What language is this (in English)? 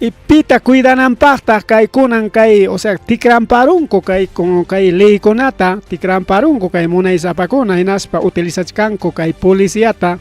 Ayacucho Quechua